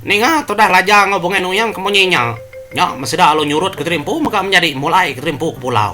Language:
Iban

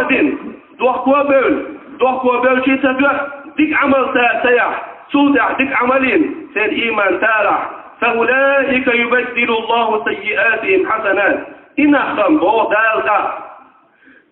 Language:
Chechen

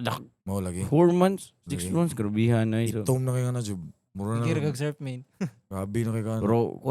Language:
Cebuano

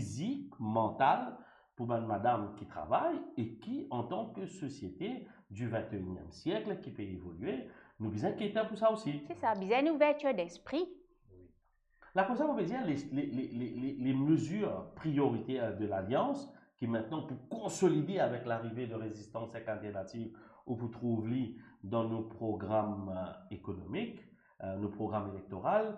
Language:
Morisyen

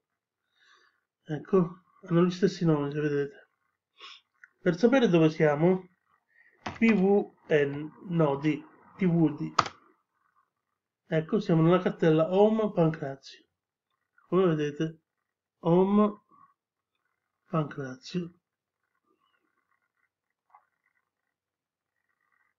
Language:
Italian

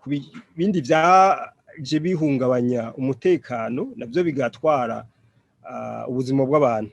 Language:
Rundi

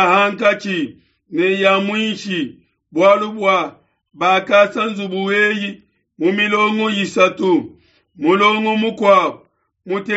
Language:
Luba-Lulua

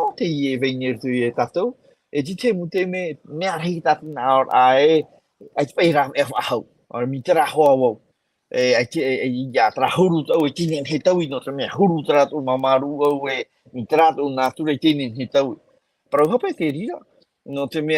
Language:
Tahitian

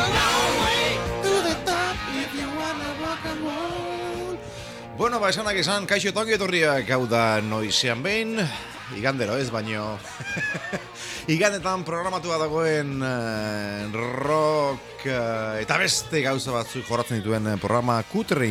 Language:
Basque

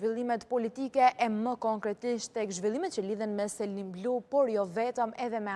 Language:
Albanian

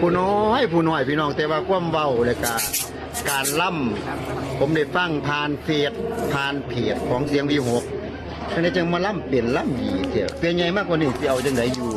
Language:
Northeastern Thai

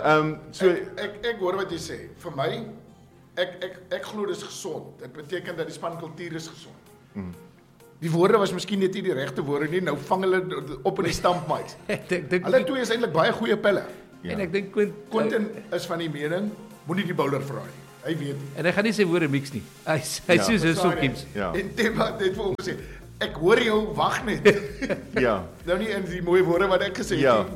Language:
Afrikaans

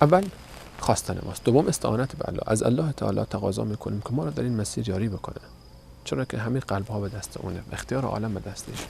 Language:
Persian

